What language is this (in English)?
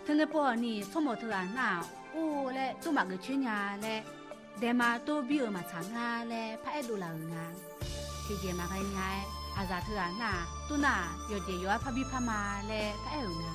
Akha